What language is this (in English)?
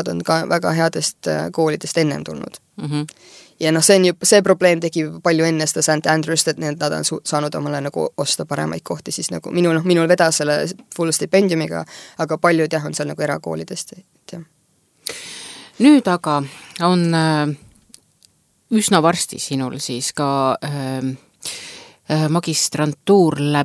Estonian